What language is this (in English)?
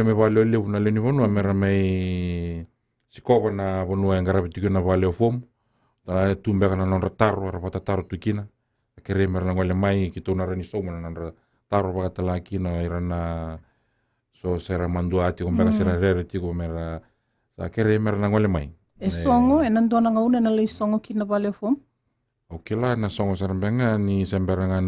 Fijian